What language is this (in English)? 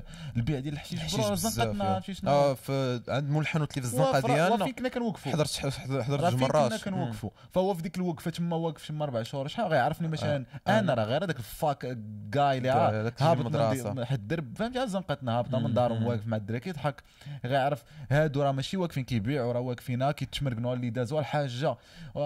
Moroccan Arabic